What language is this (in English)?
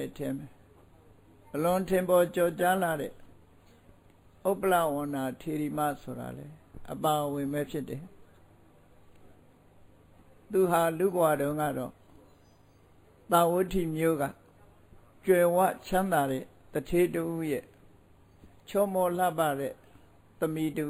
Burmese